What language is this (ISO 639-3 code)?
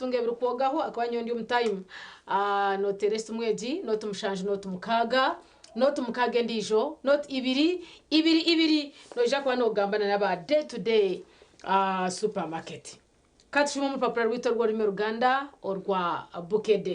nyn